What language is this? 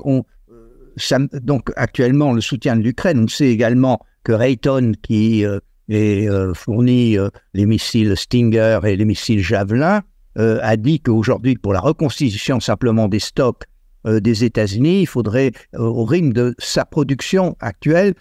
French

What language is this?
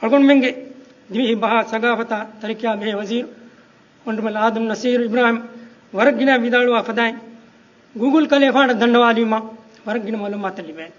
Divehi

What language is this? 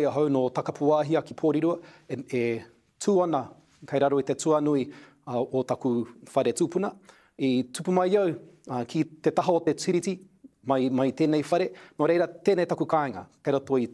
Māori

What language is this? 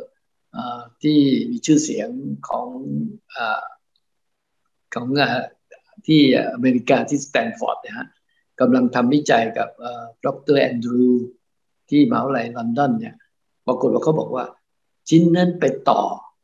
Thai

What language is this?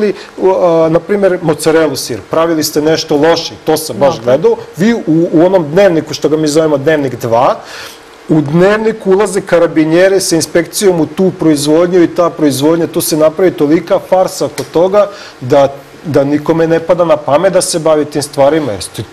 Serbian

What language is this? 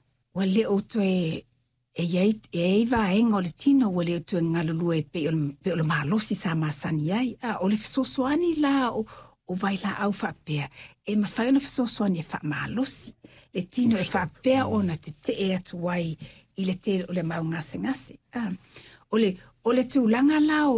Samoan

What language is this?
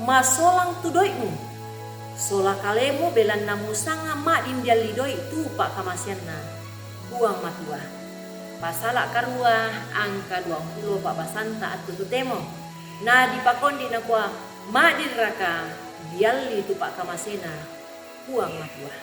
Toraja-Sa'dan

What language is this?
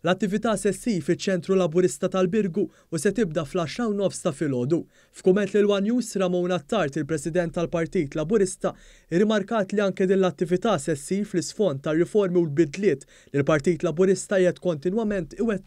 Maltese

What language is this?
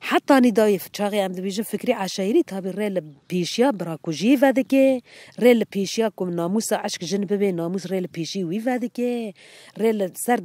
Kurdish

